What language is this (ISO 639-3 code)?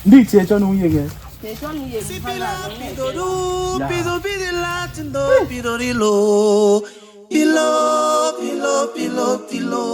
bas